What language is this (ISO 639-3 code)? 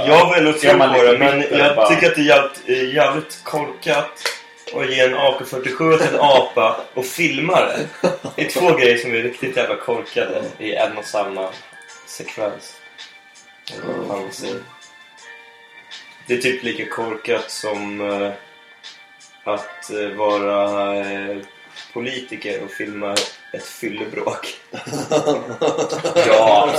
swe